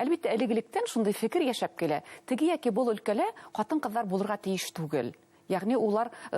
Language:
Bashkir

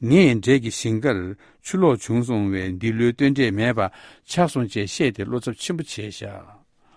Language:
Tibetan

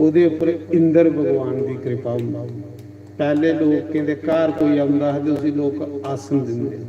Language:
Dogri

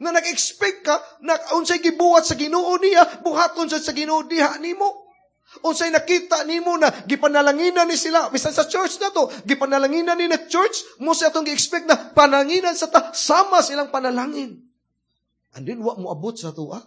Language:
Cebuano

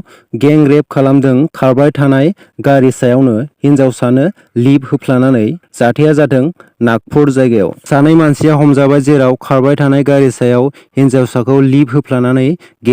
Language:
Bodo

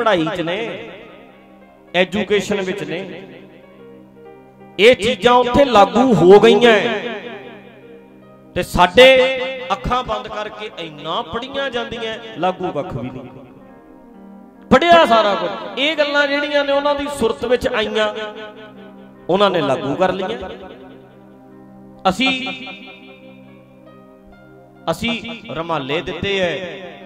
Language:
Punjabi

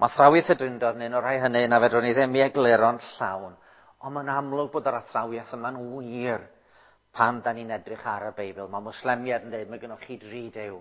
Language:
Welsh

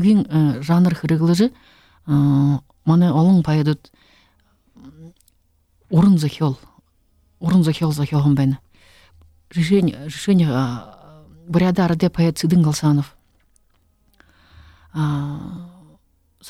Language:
Buriat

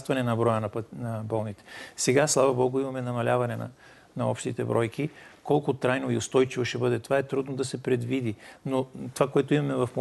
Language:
Bulgarian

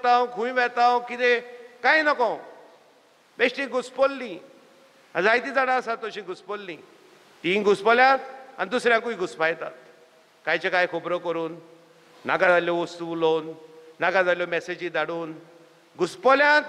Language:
Konkani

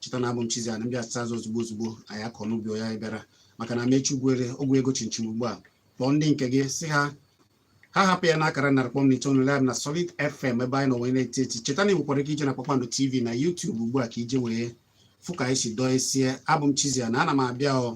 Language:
Igbo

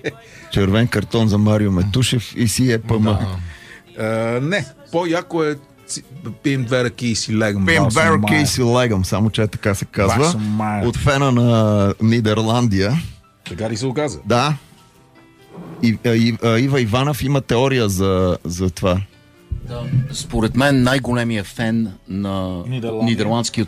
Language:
Bulgarian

